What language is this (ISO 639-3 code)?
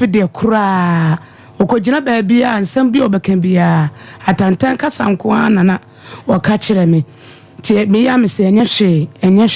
aka